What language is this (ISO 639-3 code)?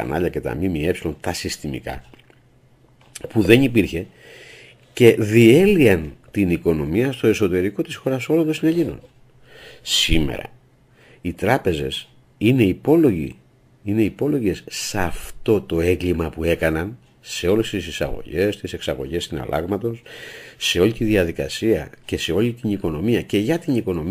ell